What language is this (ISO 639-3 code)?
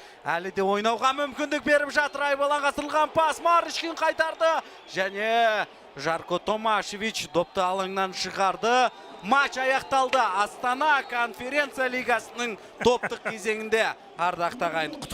kaz